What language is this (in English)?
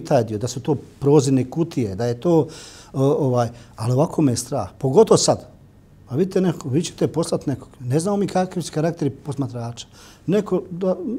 Bosnian